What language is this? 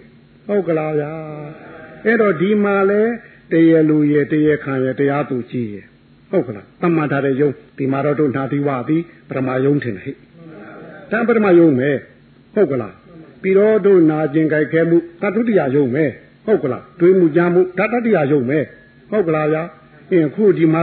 Burmese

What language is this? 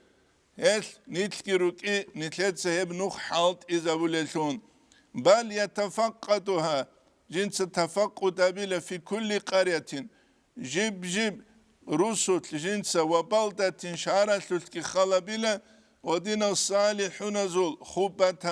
Avaric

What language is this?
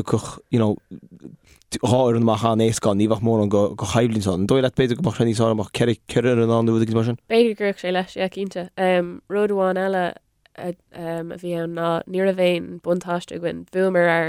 Irish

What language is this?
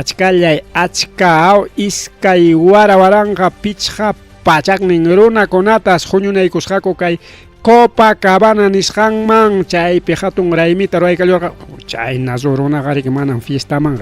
Ayacucho Quechua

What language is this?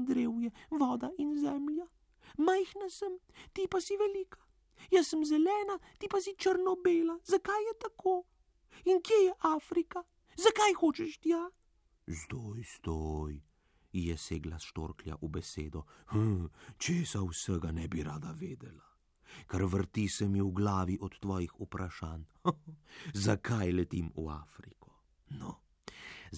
Slovenian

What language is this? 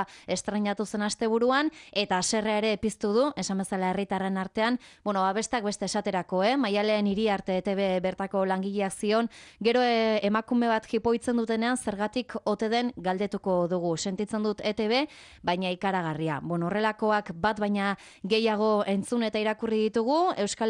Basque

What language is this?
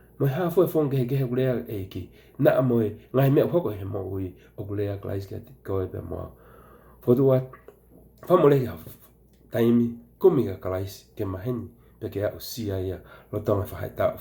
Tongan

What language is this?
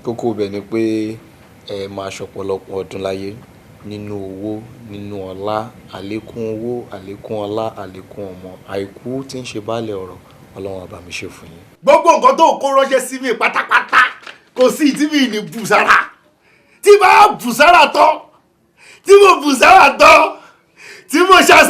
Yoruba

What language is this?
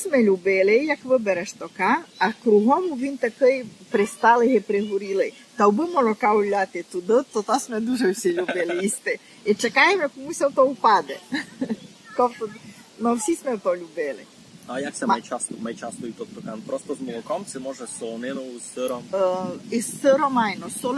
Rusyn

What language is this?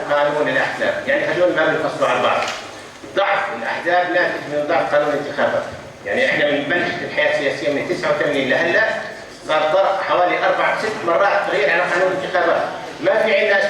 North Levantine Arabic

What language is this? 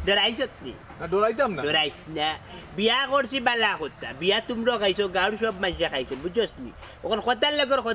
Sylheti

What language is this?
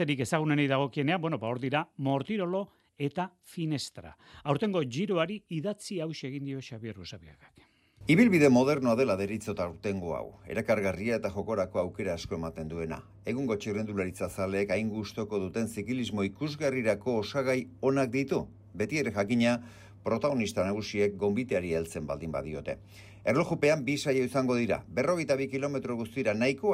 Basque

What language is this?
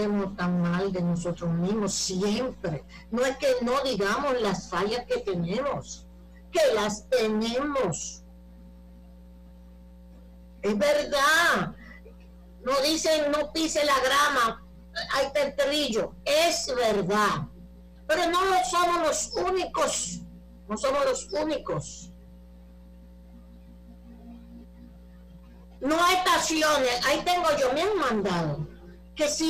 Spanish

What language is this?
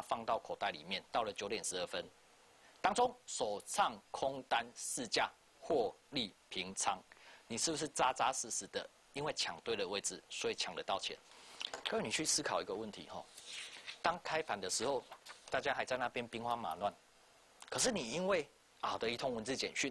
Chinese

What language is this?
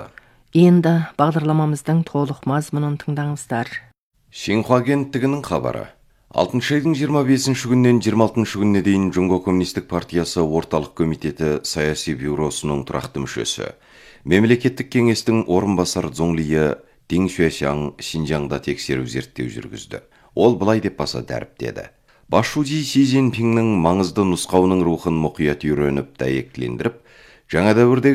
Kazakh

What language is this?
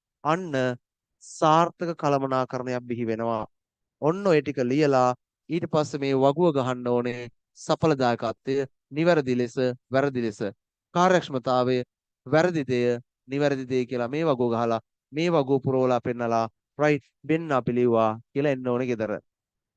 Sinhala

